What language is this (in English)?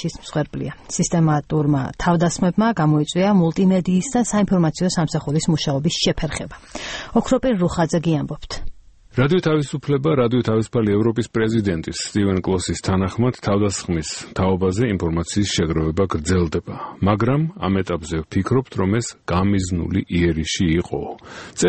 Georgian